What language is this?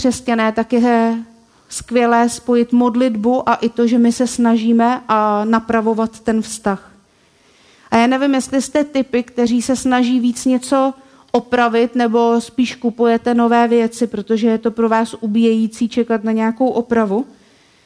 Czech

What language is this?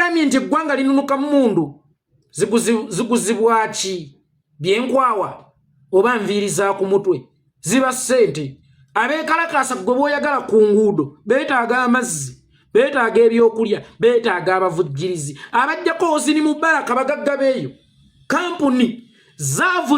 Ganda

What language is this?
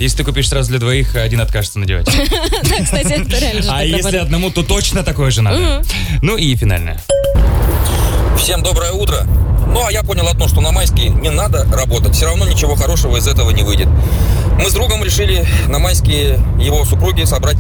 Russian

